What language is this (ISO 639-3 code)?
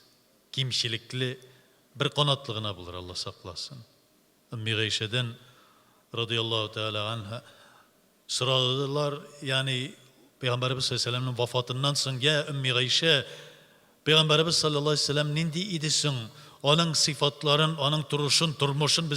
tat